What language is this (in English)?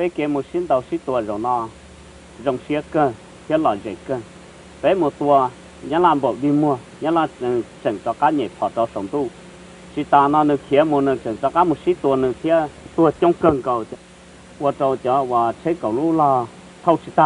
Hmong